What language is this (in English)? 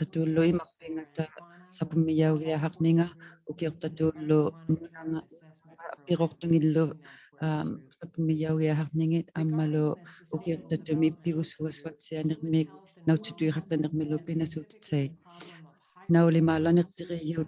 Inuktitut